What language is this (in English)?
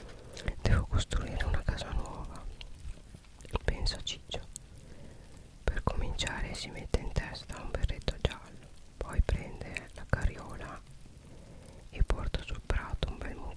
Italian